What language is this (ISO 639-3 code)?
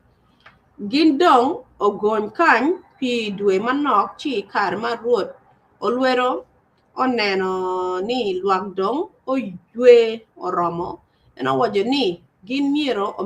ach